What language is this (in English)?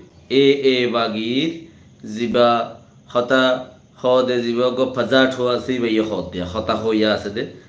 Rohingya